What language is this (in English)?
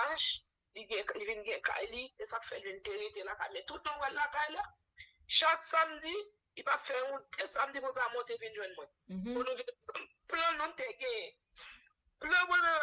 Haitian Creole